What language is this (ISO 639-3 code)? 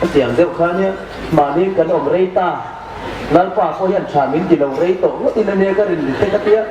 hmr